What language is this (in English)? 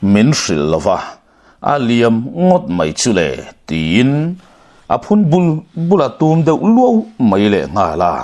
Mizo